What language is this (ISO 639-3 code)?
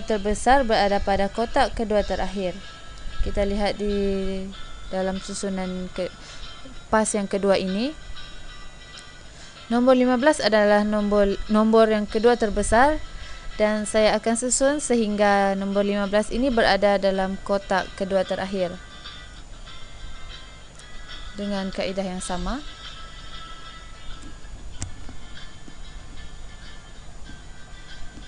msa